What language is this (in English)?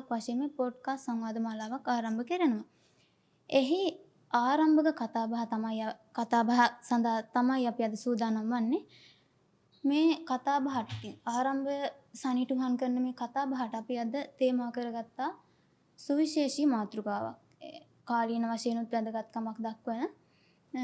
Sinhala